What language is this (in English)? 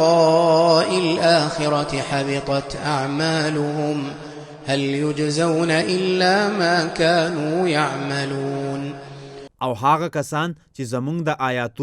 Pashto